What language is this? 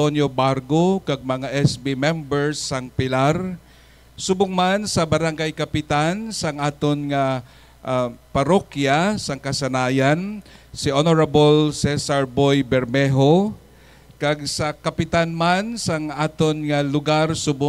Hiligaynon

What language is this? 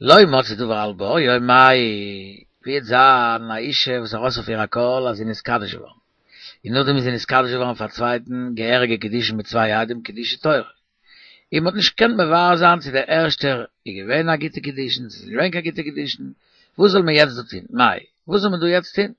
Yiddish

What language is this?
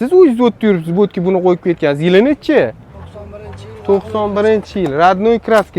Uzbek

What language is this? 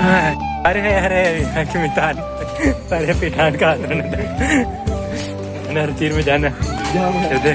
Chhattisgarhi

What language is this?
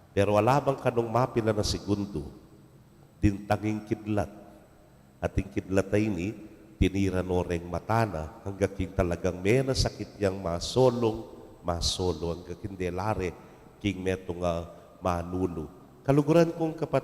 Pampanga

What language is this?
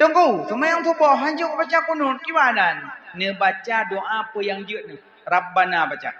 Achinese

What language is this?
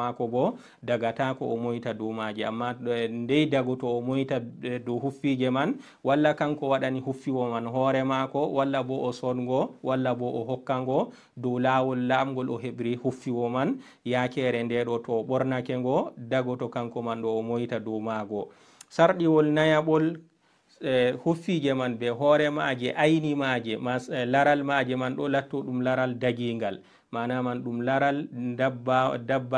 Fula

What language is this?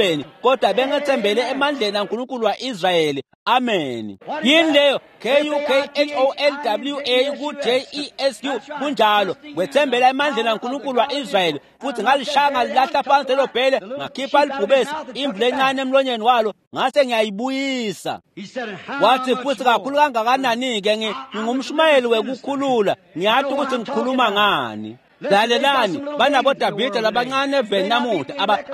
Swati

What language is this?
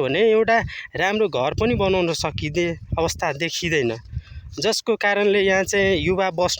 Nepali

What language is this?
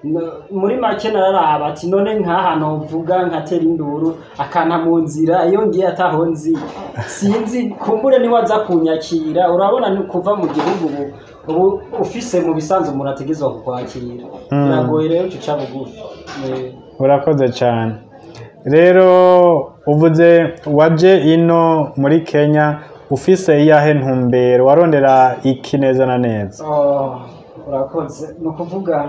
Rundi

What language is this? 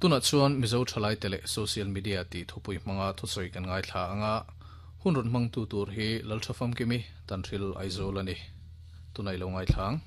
Mizo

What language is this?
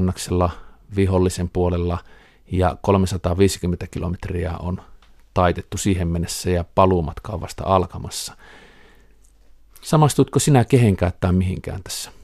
Finnish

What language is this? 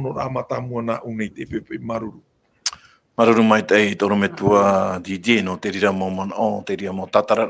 Tahitian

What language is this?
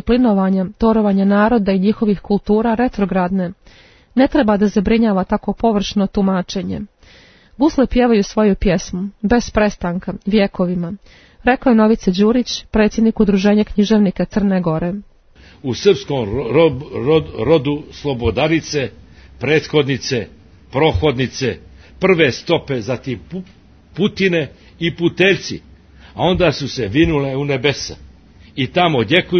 Serbian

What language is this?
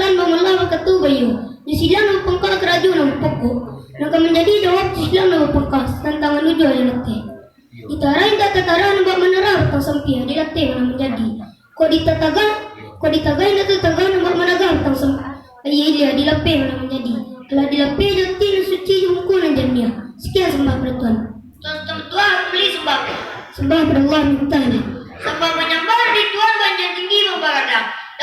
Minangkabau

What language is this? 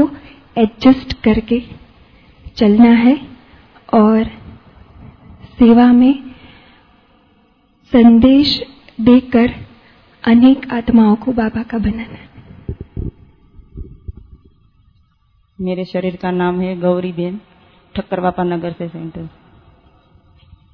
Hindi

